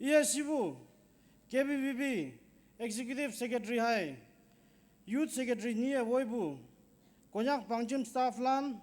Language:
Naga Pidgin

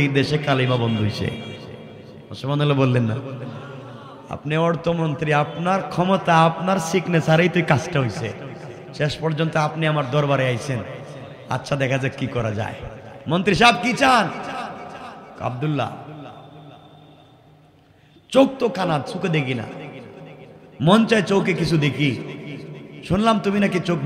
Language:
Bangla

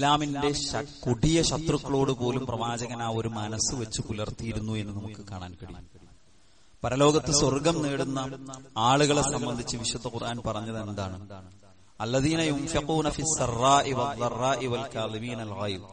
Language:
Malayalam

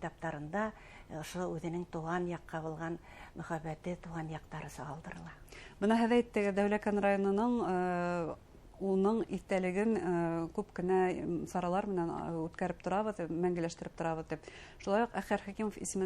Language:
Bashkir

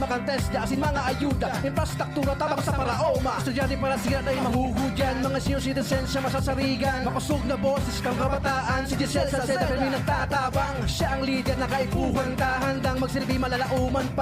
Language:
Bikol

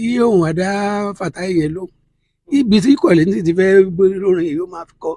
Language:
Yoruba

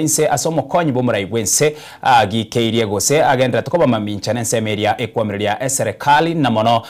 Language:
Gusii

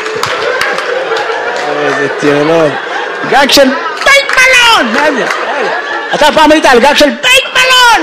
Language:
Hebrew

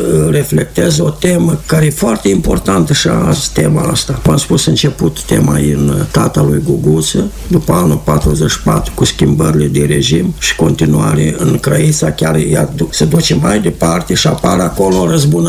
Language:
Romanian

